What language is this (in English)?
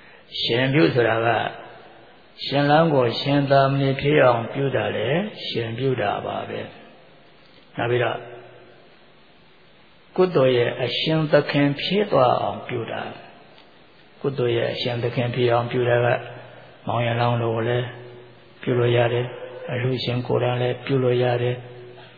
Burmese